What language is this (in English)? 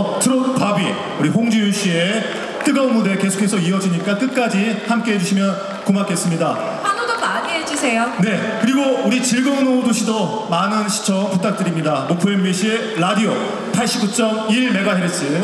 Korean